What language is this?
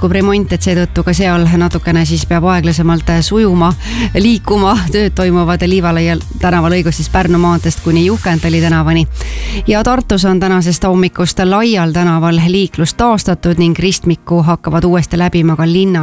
Estonian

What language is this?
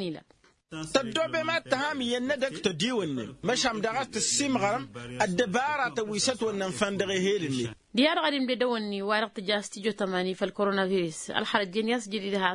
Tamasheq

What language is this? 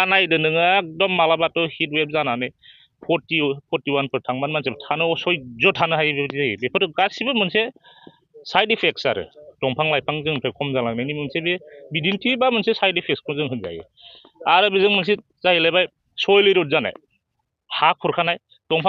Bodo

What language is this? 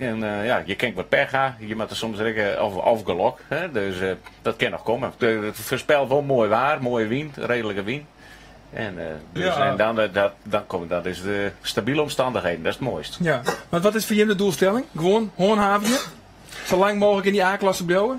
Western Frisian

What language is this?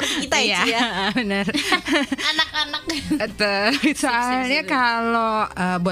Indonesian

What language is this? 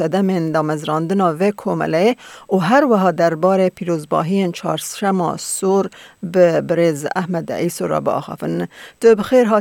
Kurdish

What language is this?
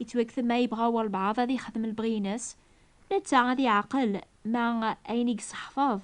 Kabyle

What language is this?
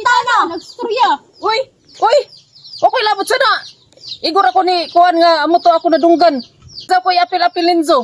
Cebuano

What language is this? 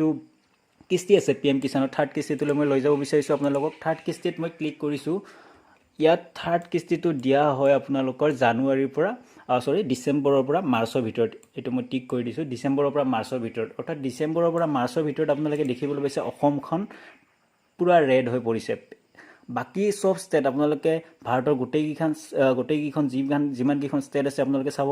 Assamese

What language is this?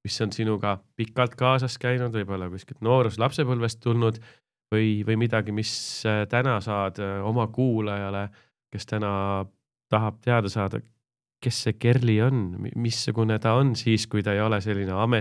Estonian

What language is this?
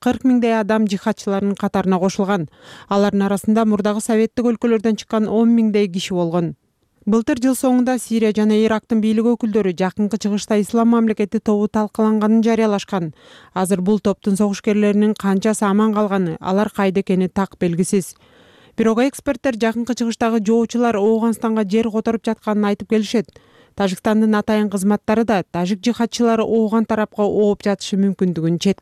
Kyrgyz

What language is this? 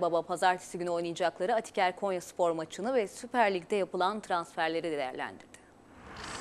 Turkish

